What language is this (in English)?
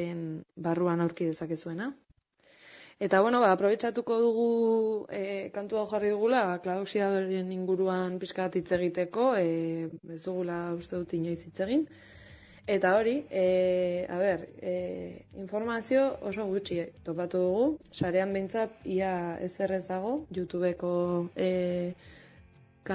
Basque